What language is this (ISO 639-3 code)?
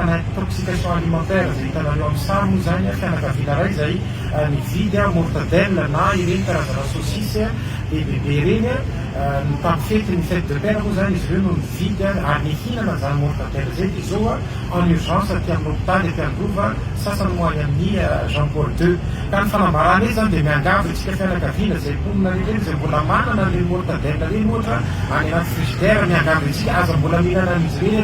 mlg